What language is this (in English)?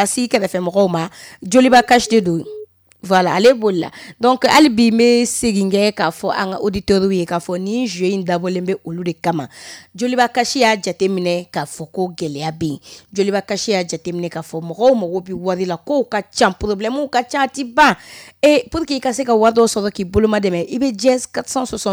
Bambara